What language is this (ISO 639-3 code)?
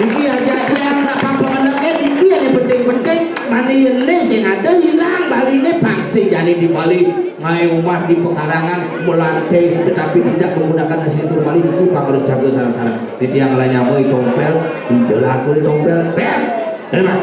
ban